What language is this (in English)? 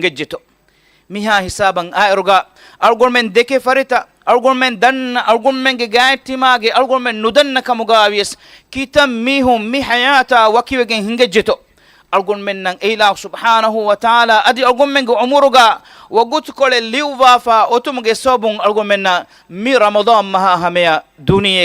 Divehi